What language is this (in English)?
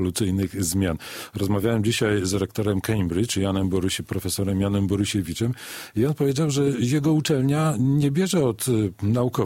Polish